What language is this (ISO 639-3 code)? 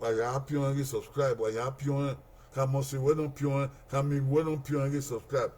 bin